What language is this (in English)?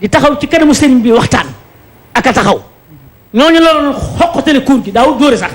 Wolof